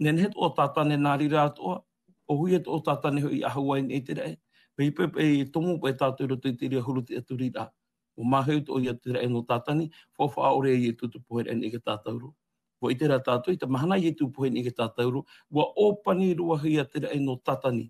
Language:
Tahitian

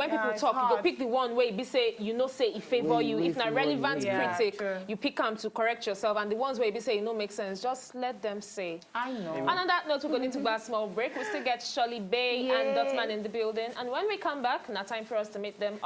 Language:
Nigerian Pidgin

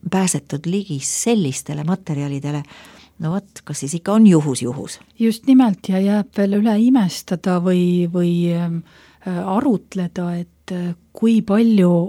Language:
Estonian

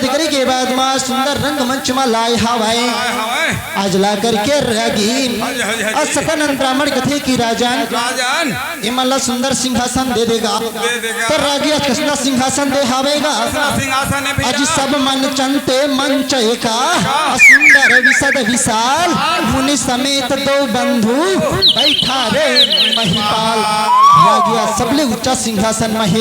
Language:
Chhattisgarhi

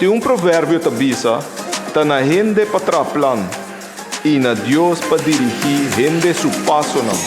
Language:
Papiamento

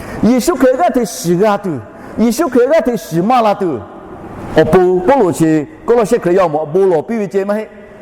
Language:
Lahu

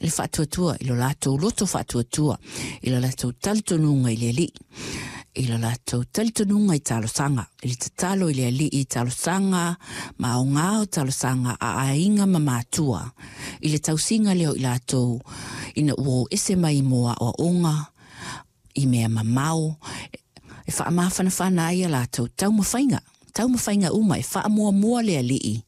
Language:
Samoan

